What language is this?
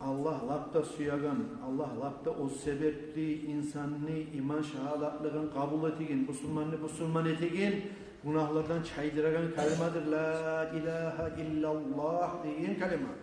Kumyk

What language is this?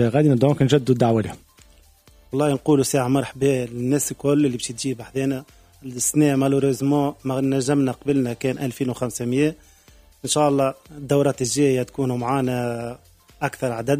Tunisian Arabic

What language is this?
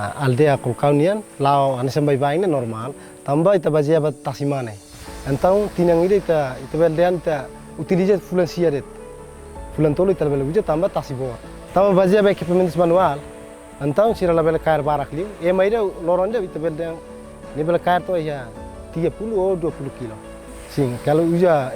Tetum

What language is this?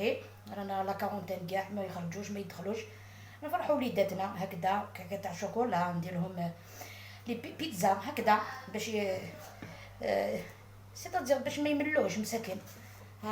Algerian Arabic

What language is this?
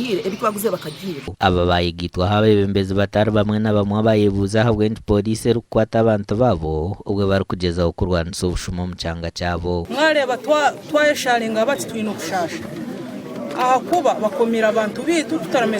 Nyankole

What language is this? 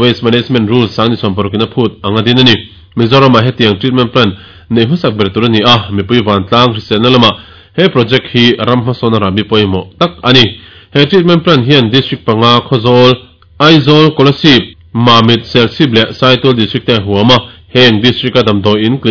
Mizo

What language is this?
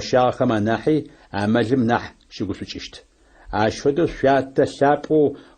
Adyghe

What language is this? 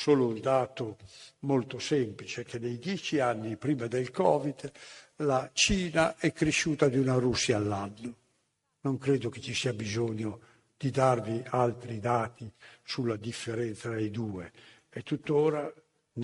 Italian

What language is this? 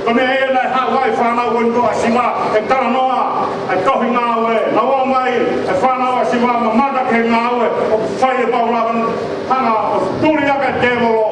Tongan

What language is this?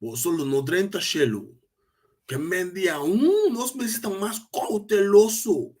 Papiamento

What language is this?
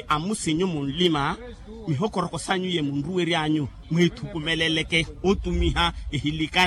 Makhuwa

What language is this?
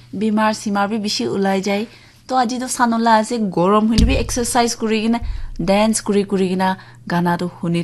Naga Pidgin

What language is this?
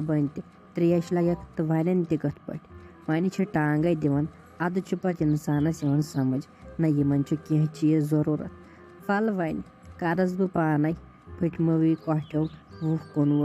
Kashmiri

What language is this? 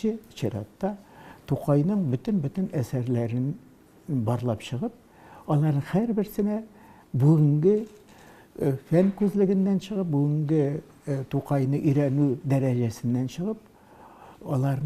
Tatar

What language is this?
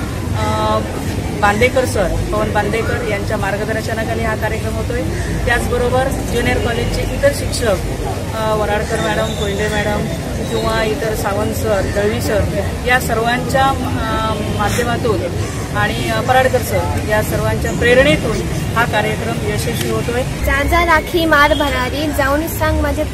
Marathi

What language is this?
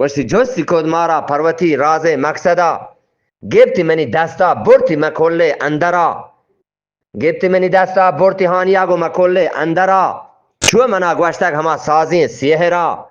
Eastern Balochi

